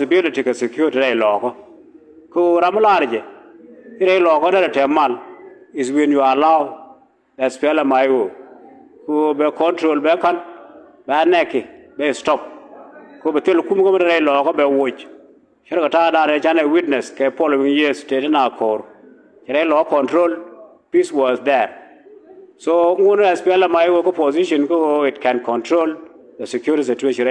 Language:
Nuer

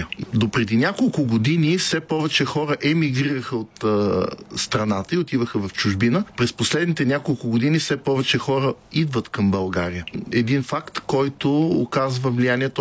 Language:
Bulgarian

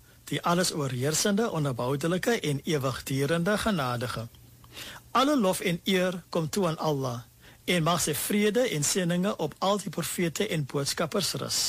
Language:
Afrikaans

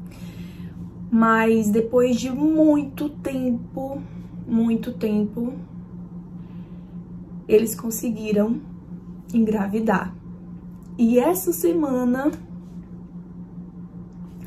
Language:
Portuguese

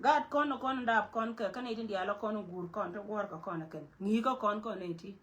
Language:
Nuer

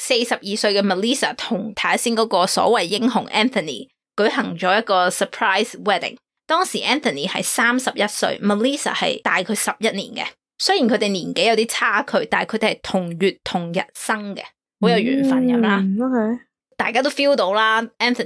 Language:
Cantonese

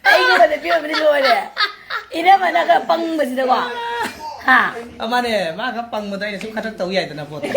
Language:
Manipuri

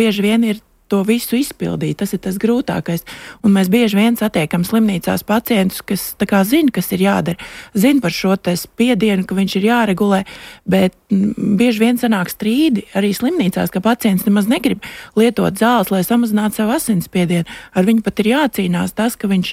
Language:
Latvian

